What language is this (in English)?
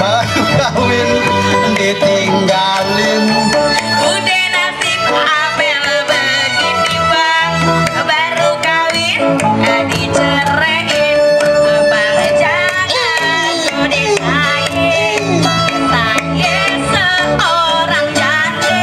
Betawi